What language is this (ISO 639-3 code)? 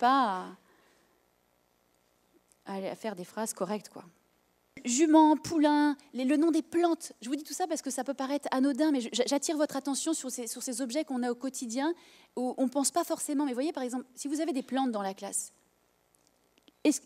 fra